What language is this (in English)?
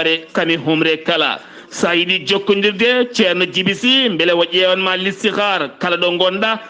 Fula